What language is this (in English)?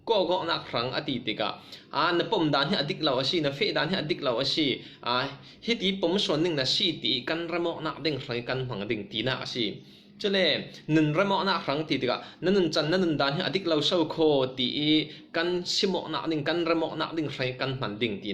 Falam Chin